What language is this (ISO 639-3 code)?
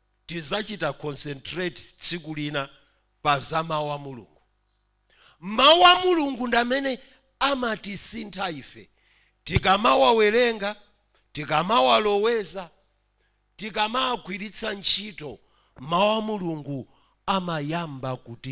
nya